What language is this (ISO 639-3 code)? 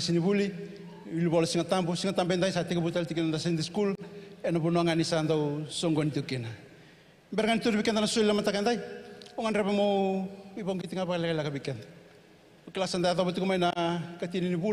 fij